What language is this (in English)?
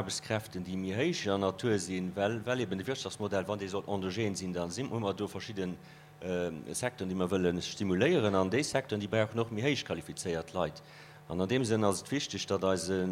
Luxembourgish